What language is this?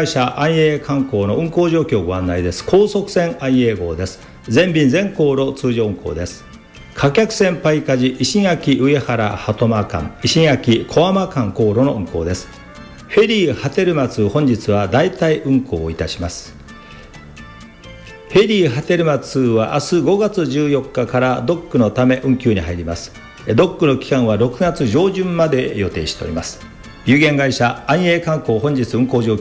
Japanese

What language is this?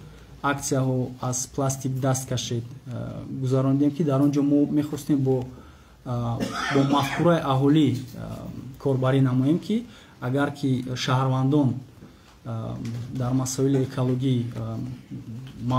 Tajik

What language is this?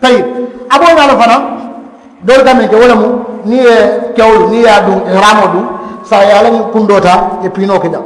Mandingo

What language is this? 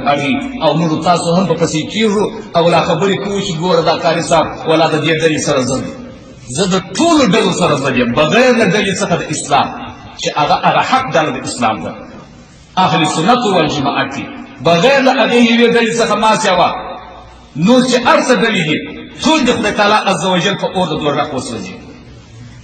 Pashto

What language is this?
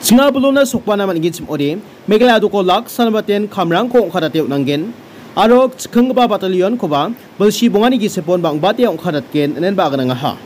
Garo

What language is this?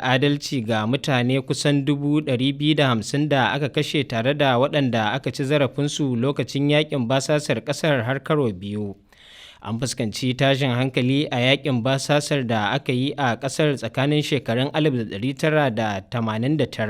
Hausa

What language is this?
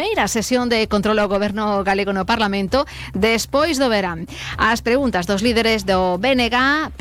Galician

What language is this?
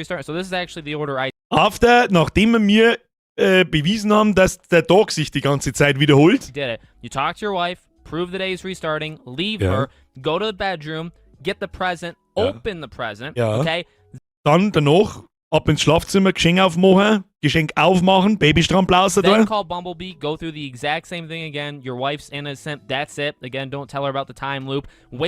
Bavarian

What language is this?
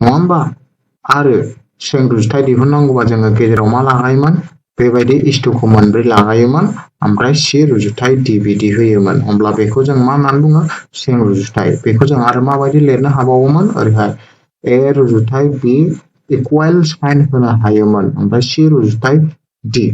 Bodo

